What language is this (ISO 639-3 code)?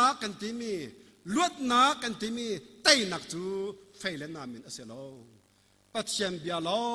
cnh